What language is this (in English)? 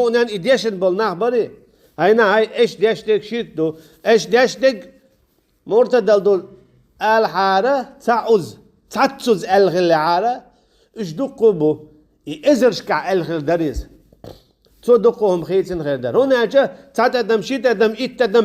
Chechen